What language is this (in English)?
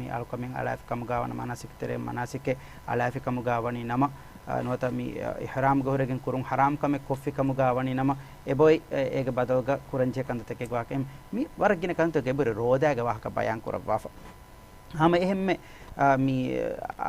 Divehi